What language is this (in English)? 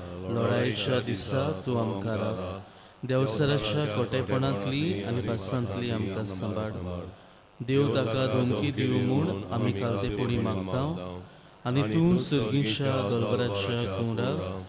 Konkani